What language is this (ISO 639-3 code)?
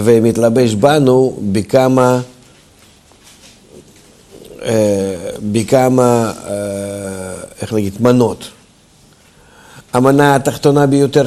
heb